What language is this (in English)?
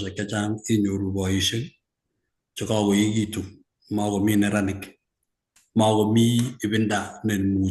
Kalenjin